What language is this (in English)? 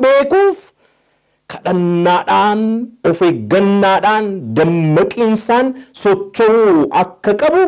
Oromo